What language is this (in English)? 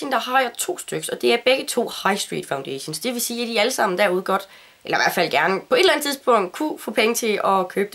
Danish